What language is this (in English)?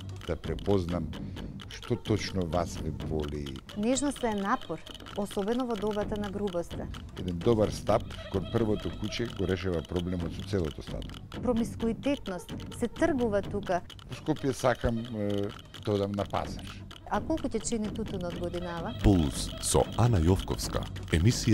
Macedonian